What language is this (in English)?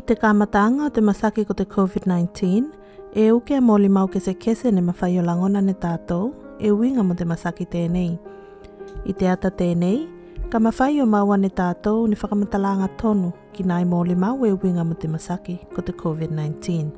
Tuvalu